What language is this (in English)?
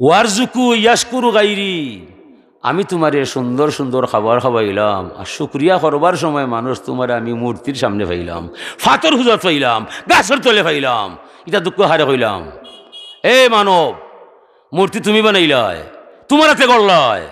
Sylheti